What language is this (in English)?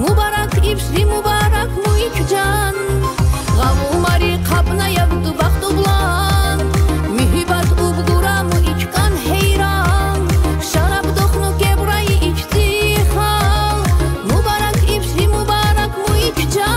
Tabassaran